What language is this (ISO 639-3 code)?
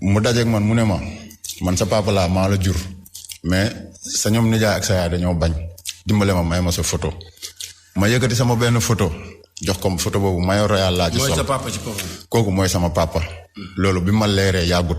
wol